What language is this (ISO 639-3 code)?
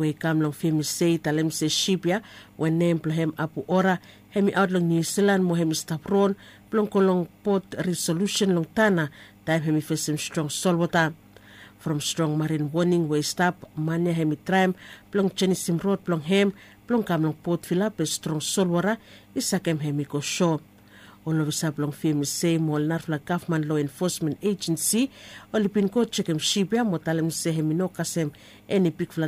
bis